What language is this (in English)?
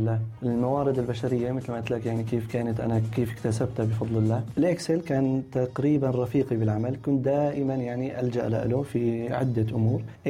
North Levantine Arabic